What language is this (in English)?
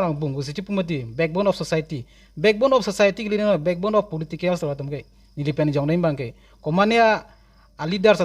Karbi